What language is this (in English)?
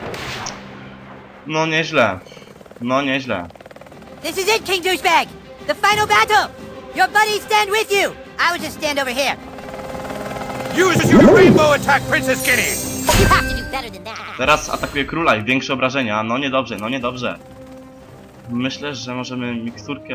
Polish